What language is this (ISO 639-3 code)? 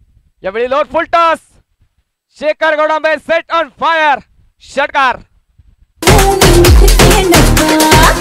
mar